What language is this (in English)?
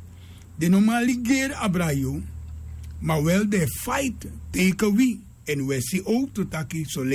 Sranan Tongo